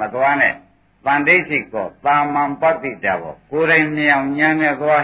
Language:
Burmese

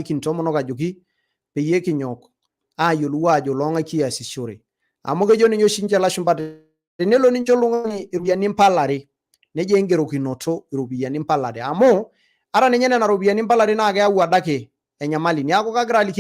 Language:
Masai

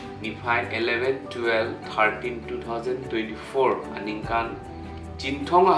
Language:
Karbi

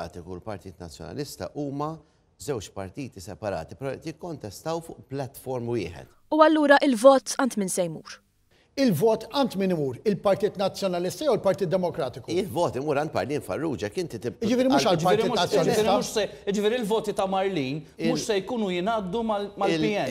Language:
Maltese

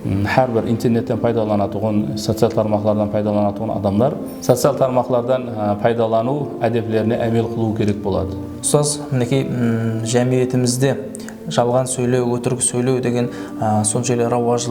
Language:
Kara-Kalpak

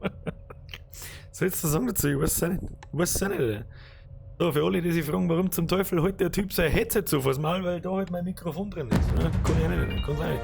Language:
Bavarian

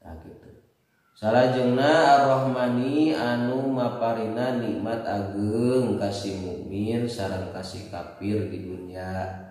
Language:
Sundanese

